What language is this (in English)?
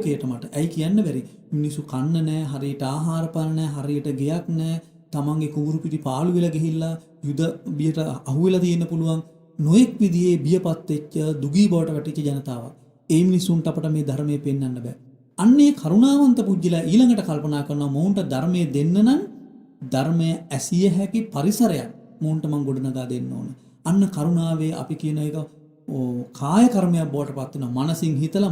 Sinhala